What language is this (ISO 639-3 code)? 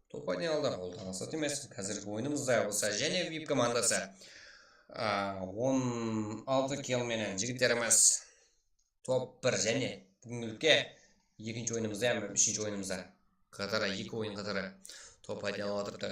kaa